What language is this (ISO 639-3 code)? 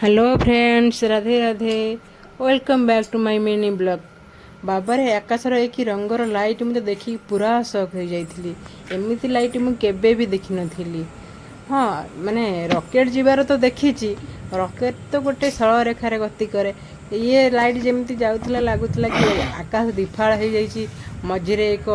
ori